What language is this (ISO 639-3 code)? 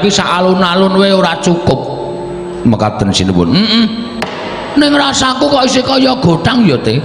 jav